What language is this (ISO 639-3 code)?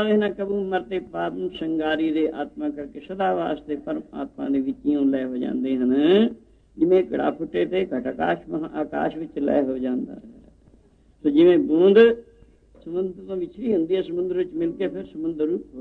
pan